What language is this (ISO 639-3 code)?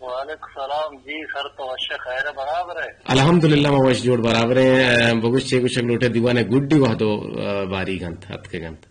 bgp